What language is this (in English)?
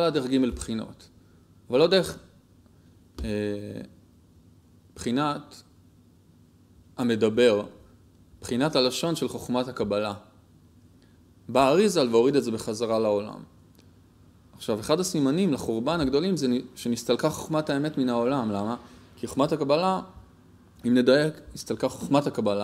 Hebrew